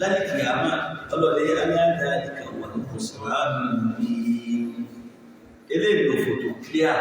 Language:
Yoruba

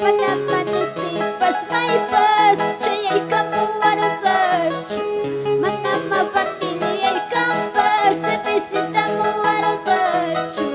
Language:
Ayacucho Quechua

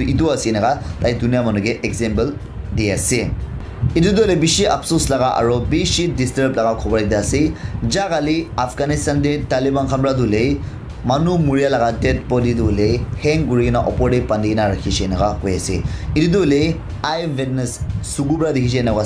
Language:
Naga Pidgin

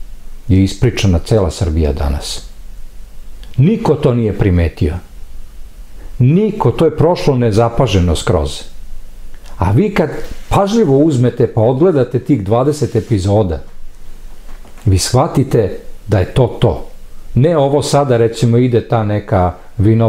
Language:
Serbian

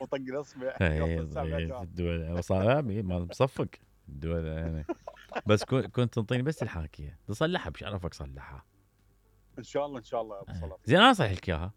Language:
Mesopotamian Arabic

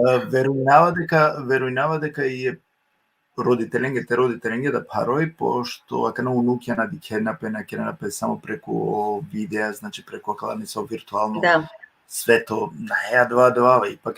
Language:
Balkan Romani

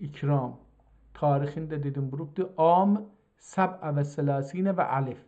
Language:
South Azerbaijani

